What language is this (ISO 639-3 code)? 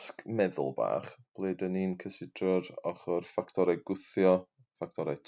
cym